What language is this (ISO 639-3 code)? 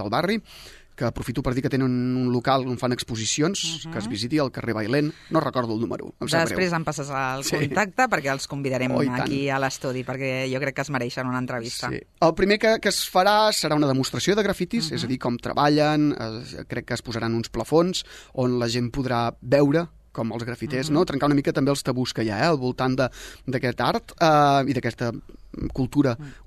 cat